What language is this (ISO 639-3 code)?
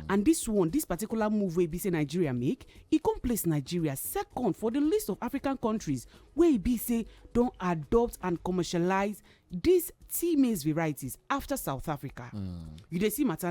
pcm